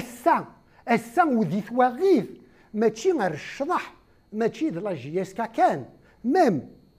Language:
Kabyle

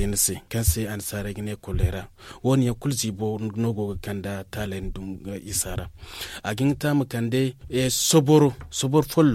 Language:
Zarma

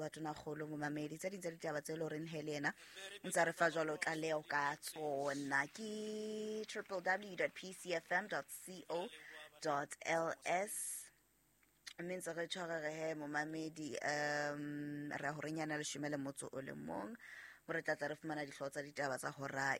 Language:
Southern Sotho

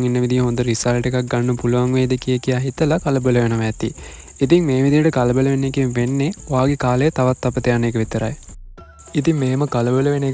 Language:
Sinhala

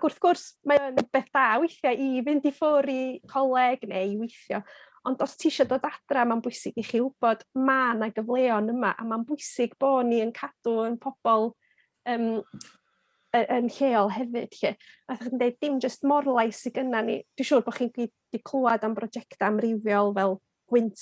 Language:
Welsh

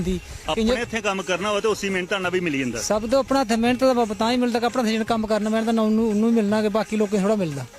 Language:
Dogri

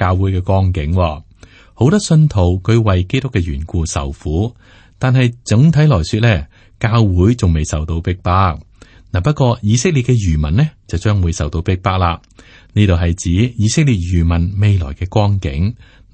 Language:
Cantonese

